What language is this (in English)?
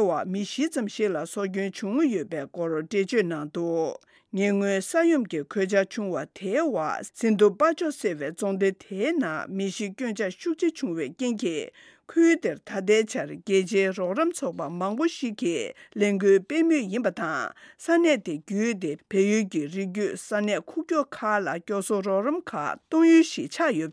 Tibetan